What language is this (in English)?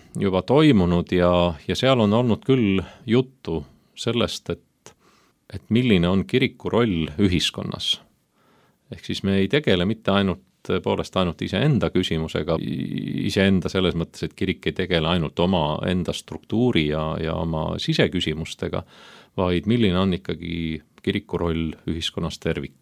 Estonian